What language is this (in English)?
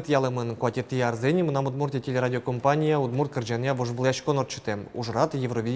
Udmurt